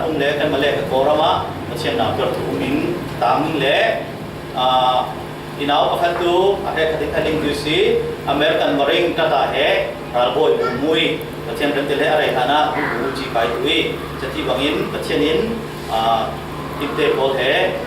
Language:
Falam Chin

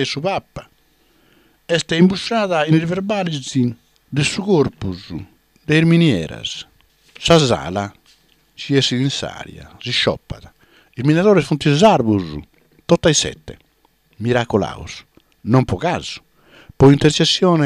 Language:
Sardinian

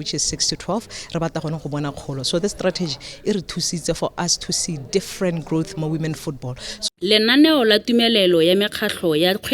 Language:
Tswana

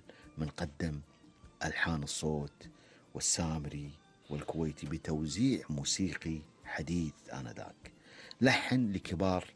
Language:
Gulf Arabic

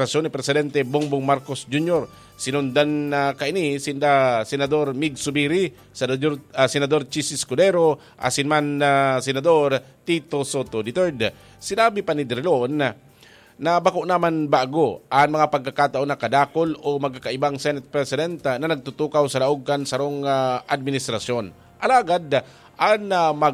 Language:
Bikol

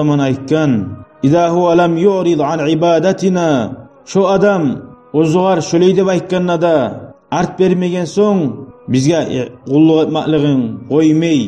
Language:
Kumyk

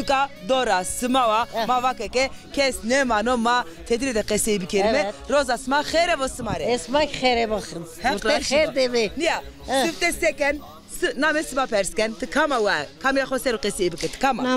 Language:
Zaza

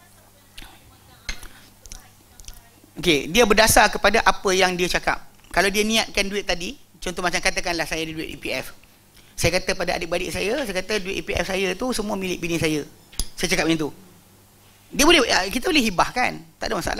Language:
Malay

